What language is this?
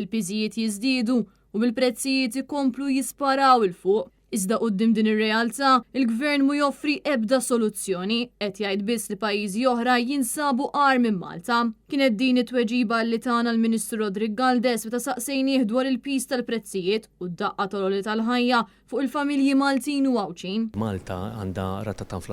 Maltese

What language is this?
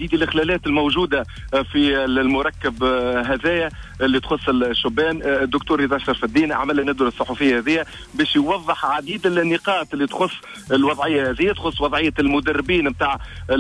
Tunisian Arabic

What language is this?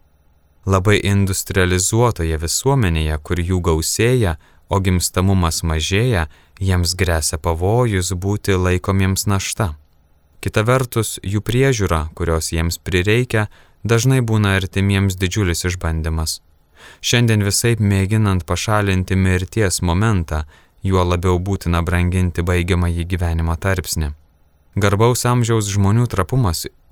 Lithuanian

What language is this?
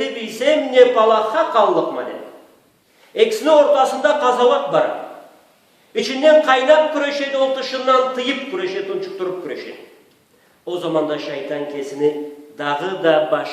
Karachay-Balkar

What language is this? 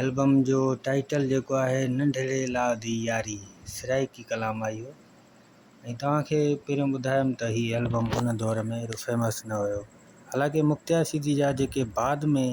Sindhi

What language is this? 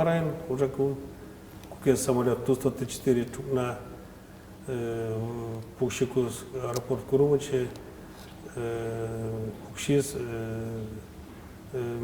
Udmurt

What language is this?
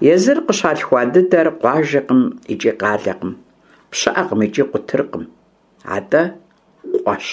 Kabardian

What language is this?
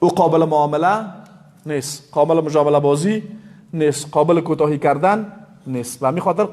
Persian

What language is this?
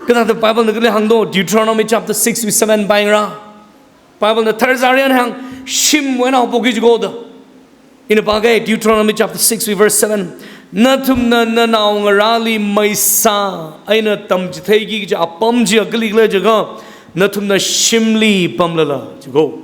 Tangkhul Naga (India)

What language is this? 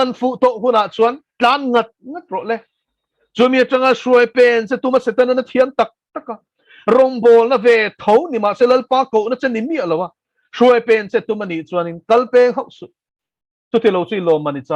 Mizo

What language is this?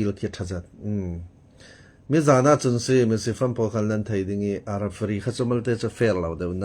Falam Chin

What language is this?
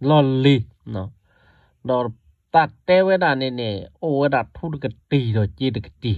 S'gaw Karen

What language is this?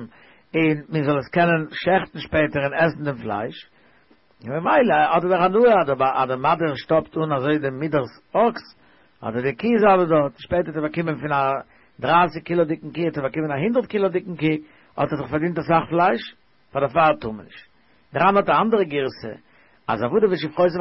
Yiddish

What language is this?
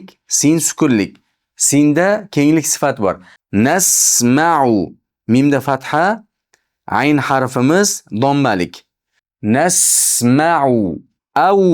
Uzbek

